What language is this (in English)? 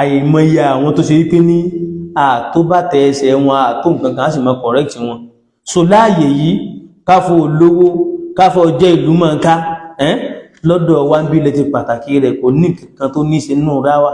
Yoruba